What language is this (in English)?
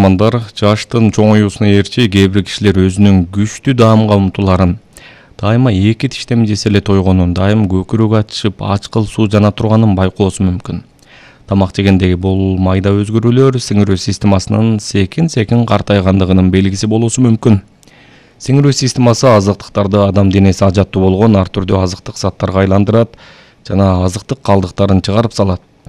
Kyrgyz